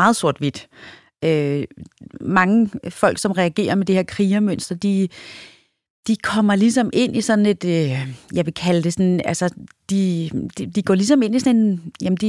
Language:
Danish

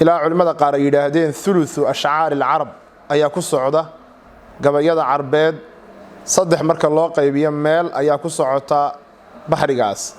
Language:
Somali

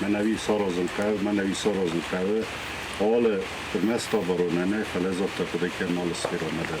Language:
Ossetic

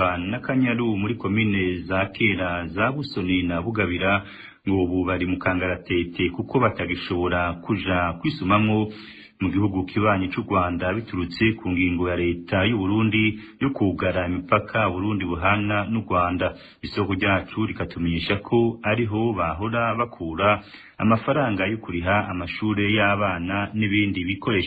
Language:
Rundi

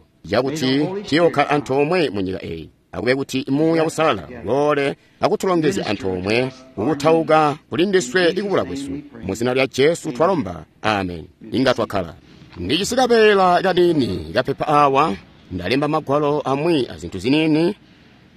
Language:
Tonga (Zambia)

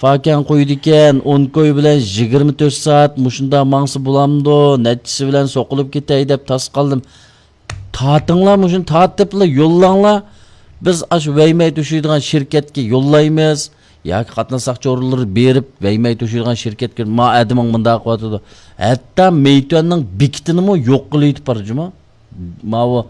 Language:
Uyghur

